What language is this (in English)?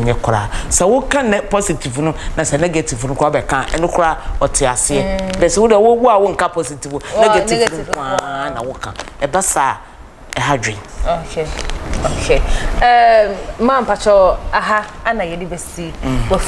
Akan